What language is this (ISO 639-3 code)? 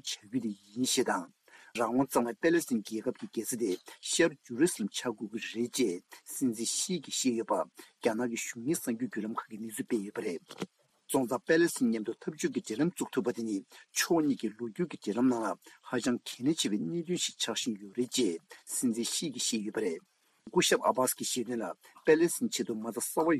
bod